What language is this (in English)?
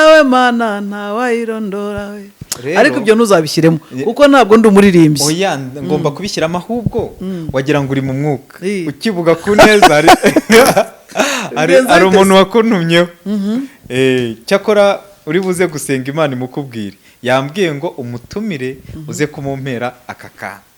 Kinyarwanda